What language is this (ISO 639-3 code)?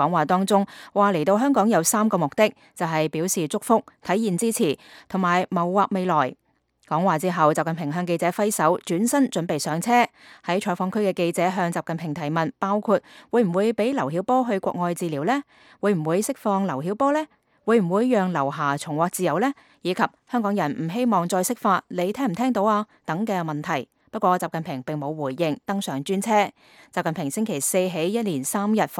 yue